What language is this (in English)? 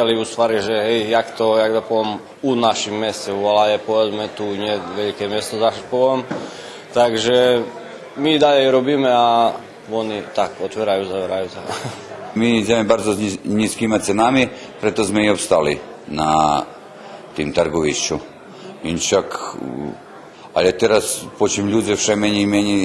Rusyn